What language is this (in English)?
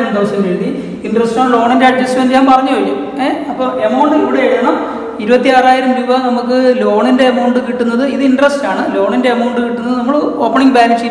Malayalam